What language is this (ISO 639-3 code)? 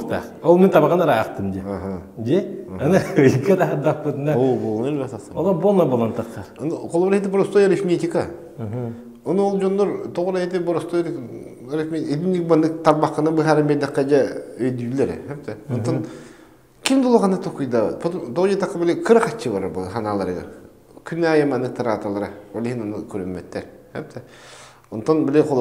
sah